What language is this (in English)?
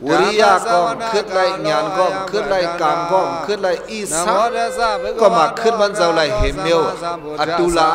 Shan